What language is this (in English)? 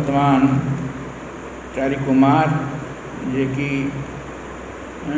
Odia